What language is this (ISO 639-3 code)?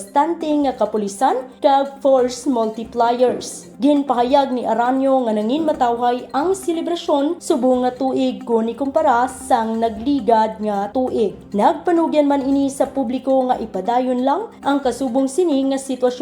hil